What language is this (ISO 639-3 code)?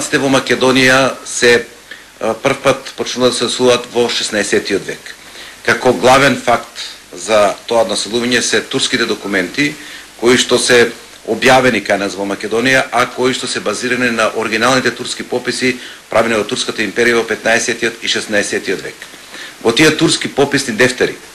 mkd